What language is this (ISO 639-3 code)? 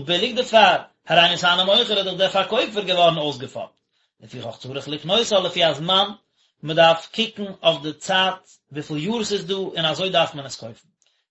yid